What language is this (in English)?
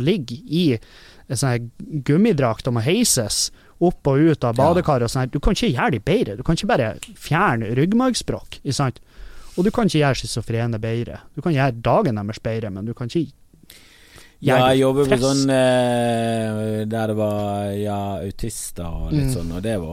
Norwegian